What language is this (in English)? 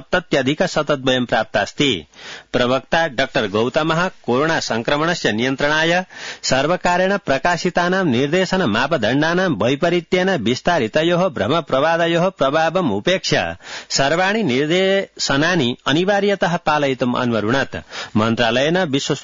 Sanskrit